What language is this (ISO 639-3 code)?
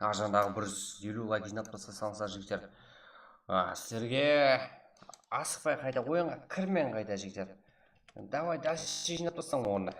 kaa